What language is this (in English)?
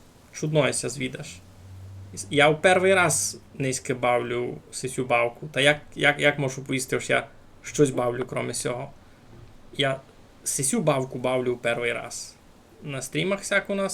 Rusyn